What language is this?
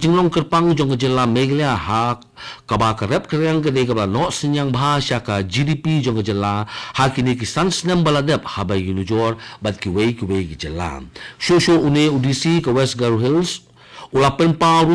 Khasi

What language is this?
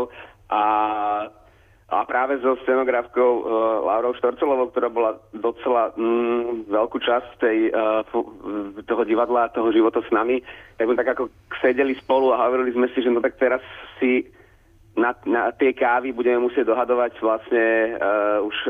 Slovak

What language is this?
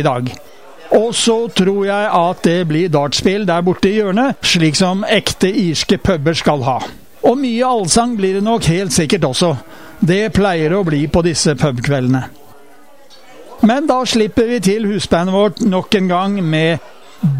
Norwegian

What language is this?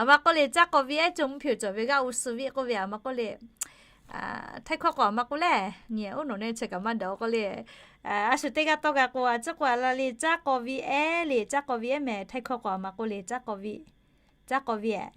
Lahu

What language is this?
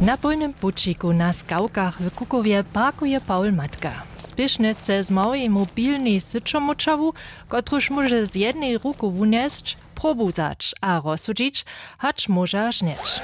Upper Sorbian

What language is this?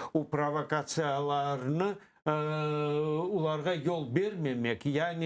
Crimean Tatar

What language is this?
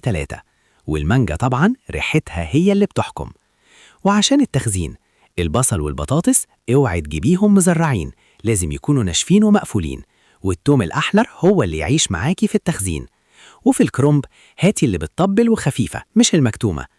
Egyptian Arabic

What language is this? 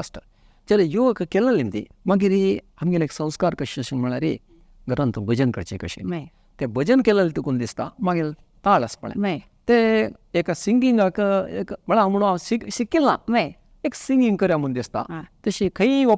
Konkani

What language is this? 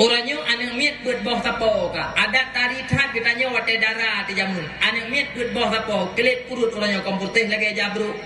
Achinese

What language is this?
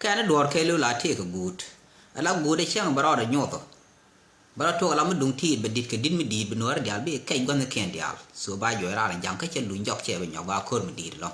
Nuer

